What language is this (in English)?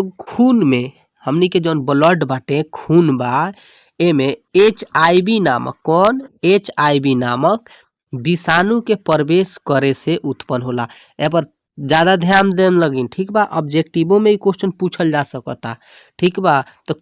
Bhojpuri